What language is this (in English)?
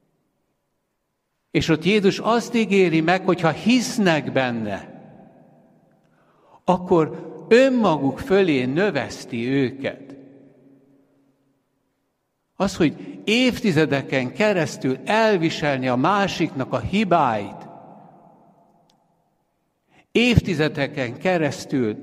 Hungarian